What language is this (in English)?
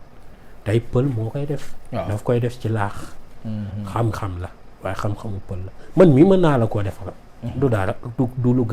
Wolof